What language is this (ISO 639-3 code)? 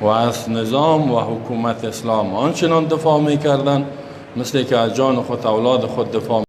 fas